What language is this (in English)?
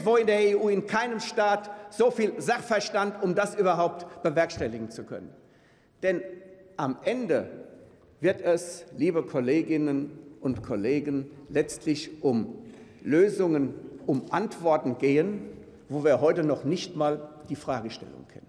German